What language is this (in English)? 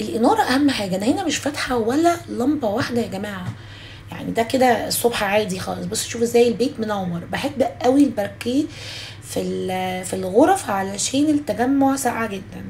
Egyptian Arabic